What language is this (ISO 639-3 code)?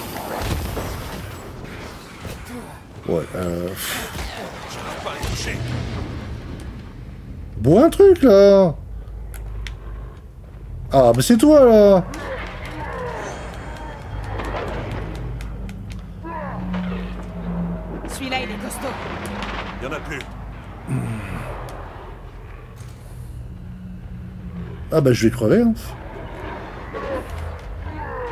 fra